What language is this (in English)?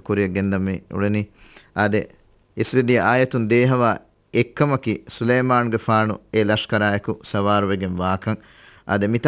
Divehi